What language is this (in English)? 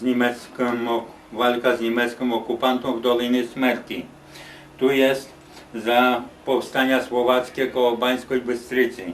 Rusyn